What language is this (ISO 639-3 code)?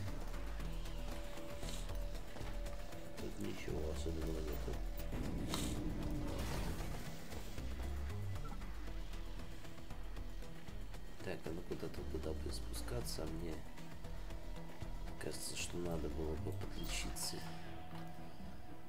rus